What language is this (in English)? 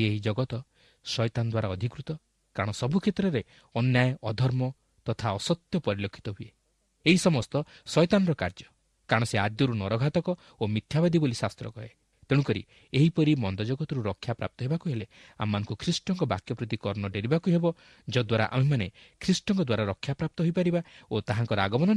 Odia